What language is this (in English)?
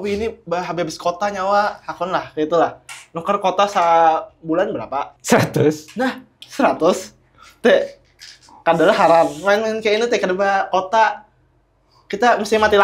Banjar